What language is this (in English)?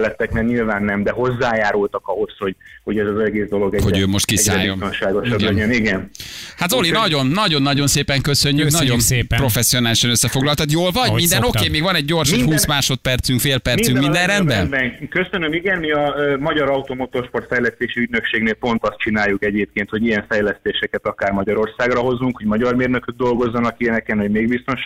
Hungarian